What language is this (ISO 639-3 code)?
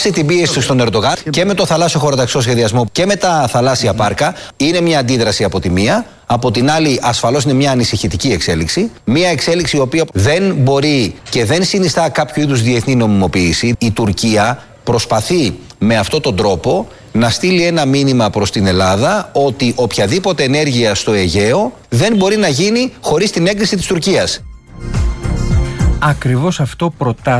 ell